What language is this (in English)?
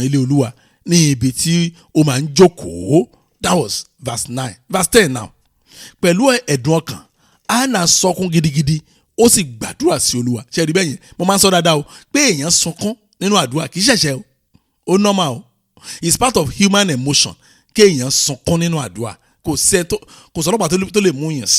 Yoruba